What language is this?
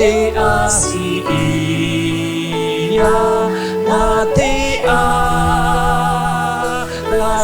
Nias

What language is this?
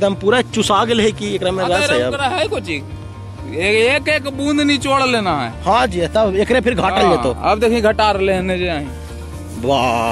Magahi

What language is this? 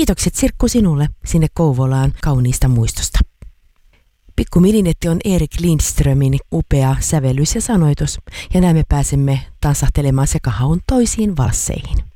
Finnish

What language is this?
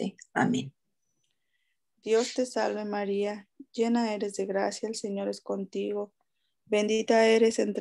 Spanish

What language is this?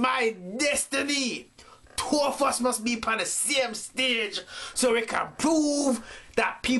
Jamaican Creole English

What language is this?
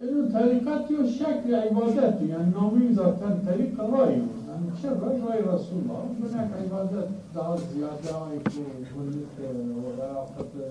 Zaza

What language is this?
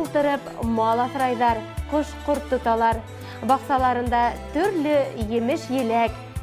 Bashkir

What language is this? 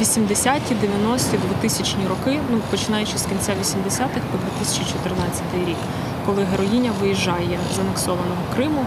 Crimean Tatar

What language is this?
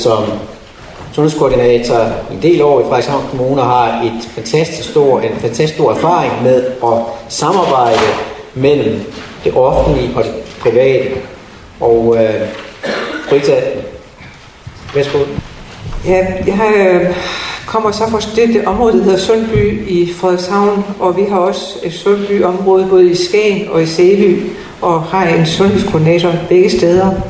Danish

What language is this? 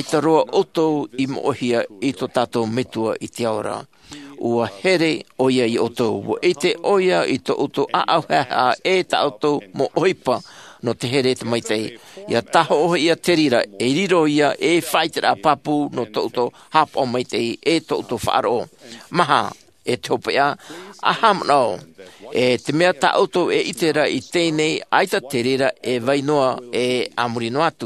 Tahitian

